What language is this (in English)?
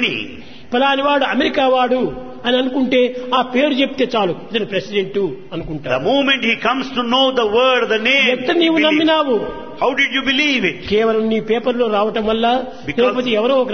Telugu